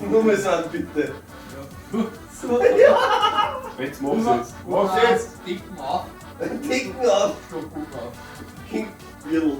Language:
Bavarian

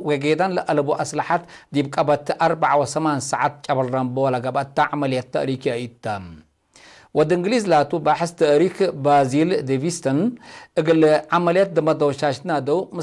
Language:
Tigre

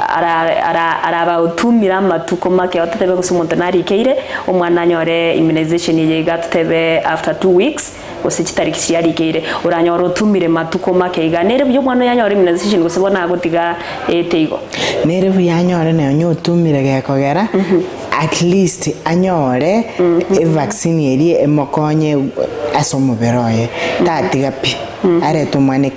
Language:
Gusii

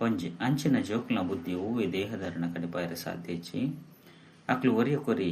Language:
Tulu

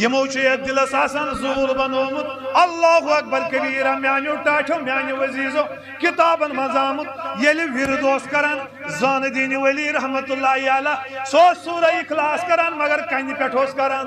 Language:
Kashmiri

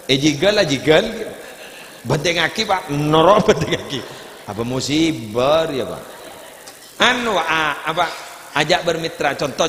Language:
Madurese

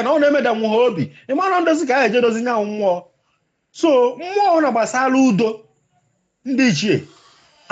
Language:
Igbo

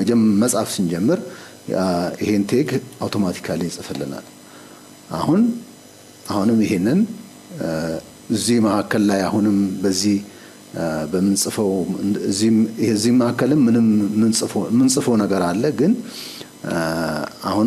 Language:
Amharic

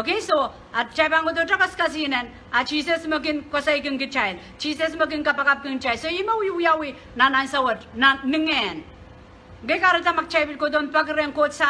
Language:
Pohnpeian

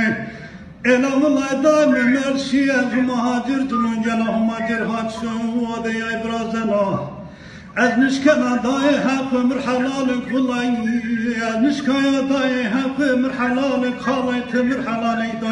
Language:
Zaza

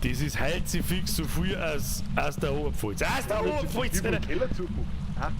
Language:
Bavarian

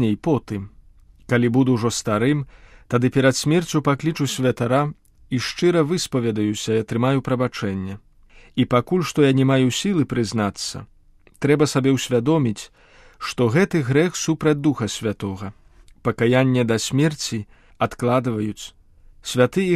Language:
Belarusian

